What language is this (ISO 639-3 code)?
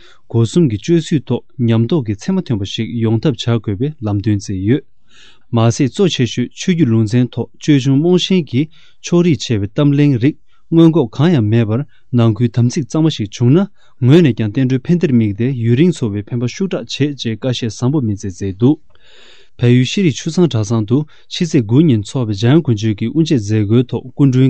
bod